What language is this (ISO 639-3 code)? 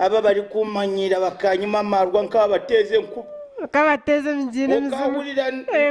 nyn